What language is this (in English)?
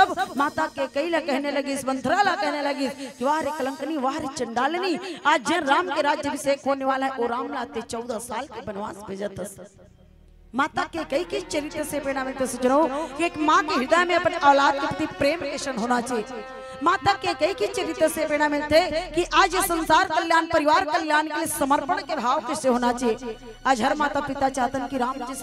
Chhattisgarhi